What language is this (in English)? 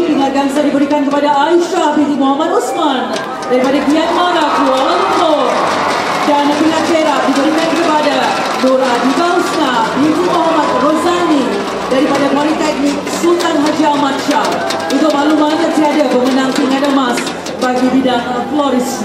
Malay